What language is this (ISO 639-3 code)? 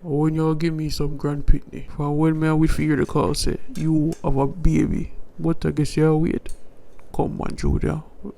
jam